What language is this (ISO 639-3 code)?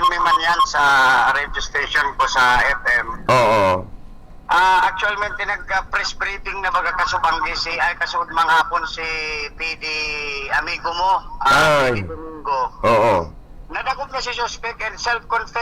bik